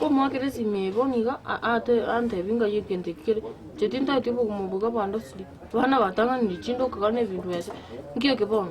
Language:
Gusii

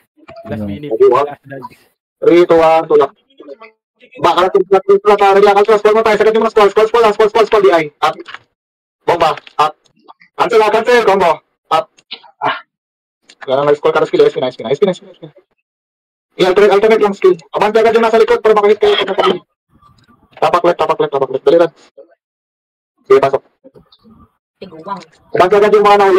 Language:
Filipino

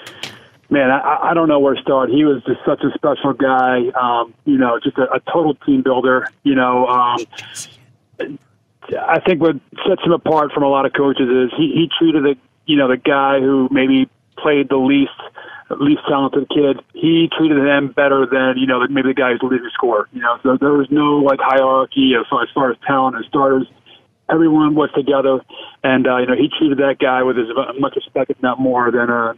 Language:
English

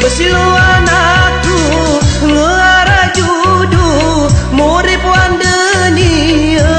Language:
Gayo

